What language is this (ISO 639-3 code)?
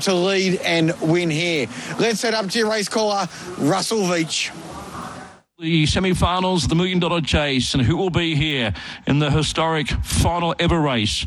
eng